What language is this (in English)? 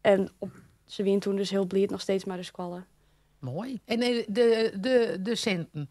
Western Frisian